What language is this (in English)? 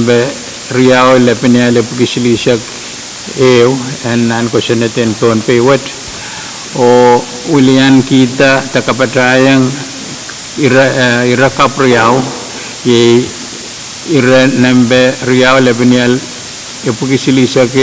Pohnpeian